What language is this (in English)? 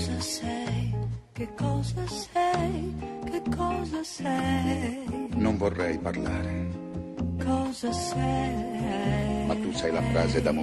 Italian